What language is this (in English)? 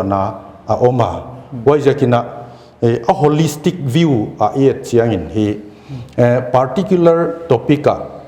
Paite Chin